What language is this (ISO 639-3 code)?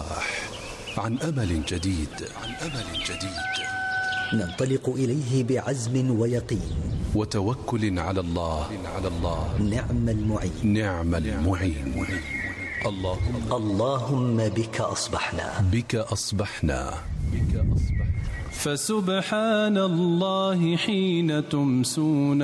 ara